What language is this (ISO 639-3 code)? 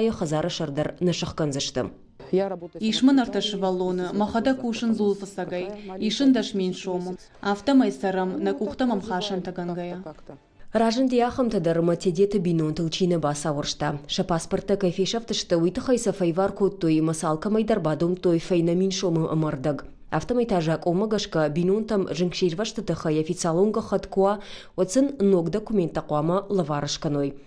oss